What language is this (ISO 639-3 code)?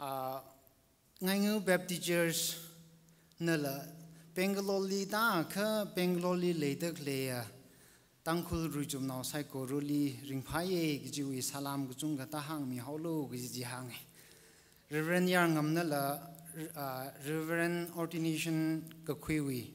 nmf